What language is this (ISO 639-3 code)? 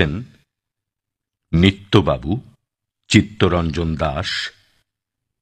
ben